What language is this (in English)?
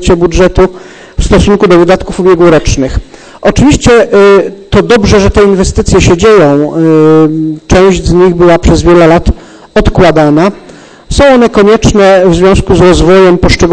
Polish